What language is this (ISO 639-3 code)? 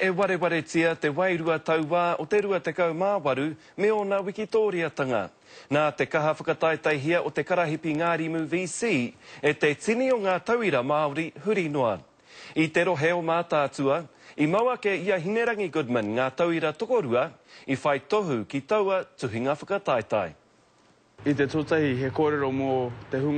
mri